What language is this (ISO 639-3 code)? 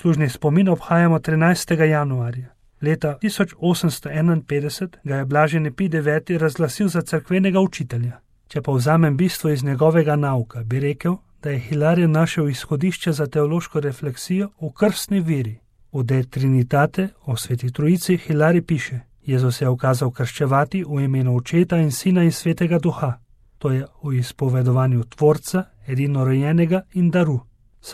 slv